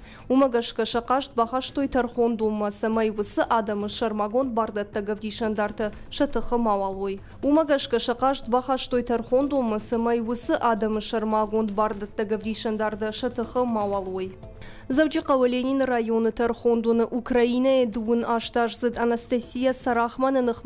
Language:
Ossetic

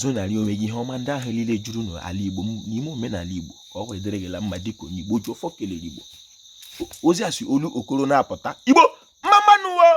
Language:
Igbo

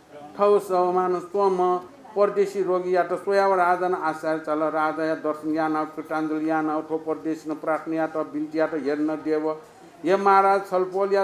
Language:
Newari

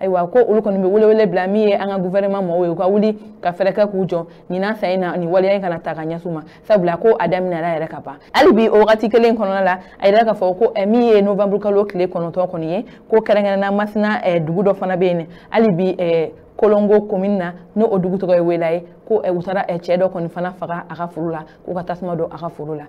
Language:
Bambara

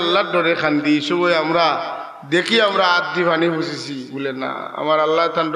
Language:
Sylheti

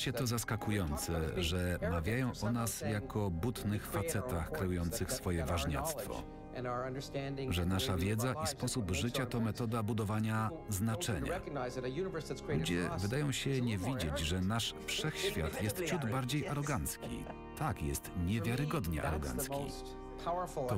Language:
Polish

